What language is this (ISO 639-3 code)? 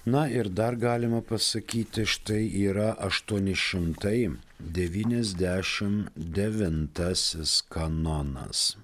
lit